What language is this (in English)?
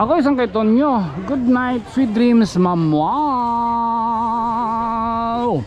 Waray